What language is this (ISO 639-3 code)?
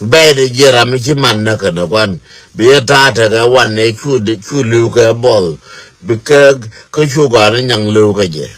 nus